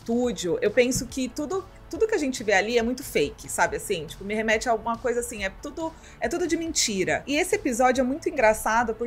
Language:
Portuguese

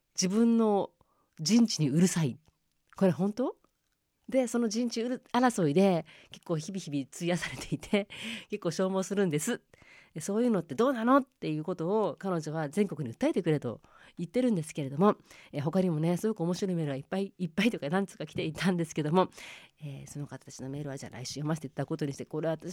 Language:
Japanese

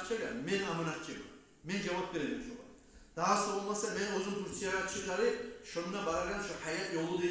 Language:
Kumyk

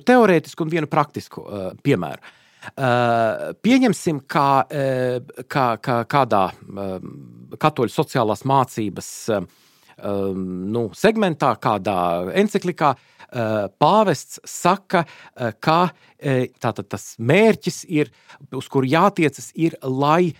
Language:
Latvian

